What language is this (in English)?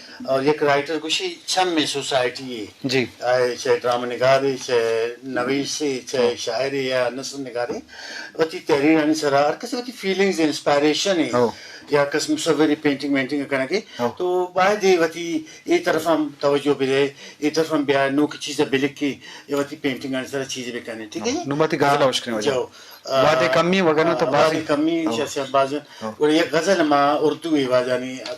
Eastern Balochi